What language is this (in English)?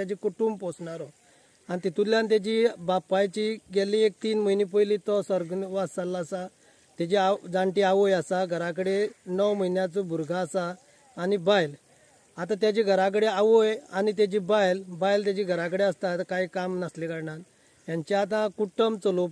Konkani